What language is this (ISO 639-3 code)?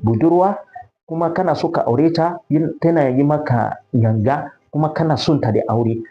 hau